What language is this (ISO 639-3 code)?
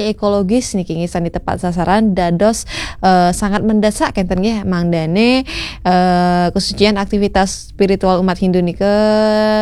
ban